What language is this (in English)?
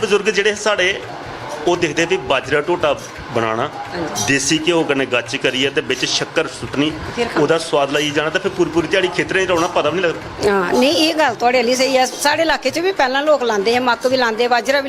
Dogri